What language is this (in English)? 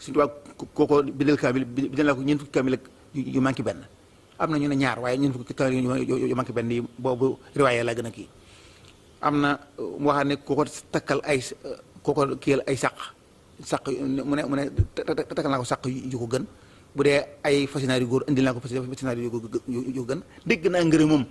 Wolof